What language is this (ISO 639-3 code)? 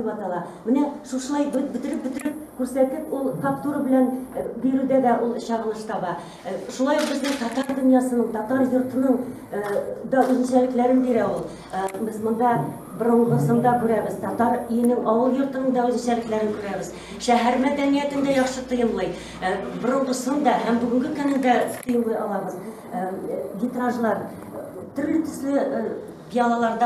tat